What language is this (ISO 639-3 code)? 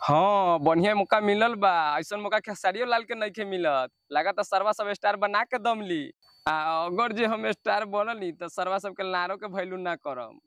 bho